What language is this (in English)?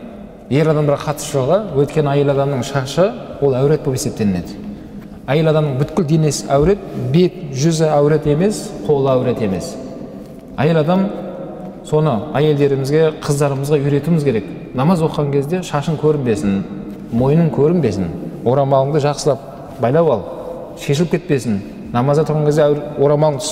Kazakh